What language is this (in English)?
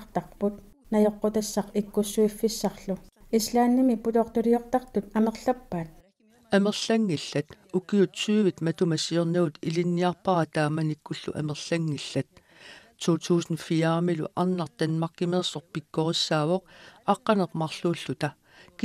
Kalaallisut